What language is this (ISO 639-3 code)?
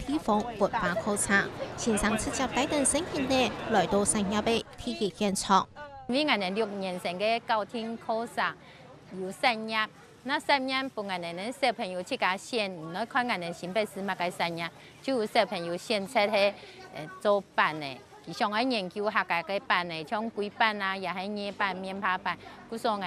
hak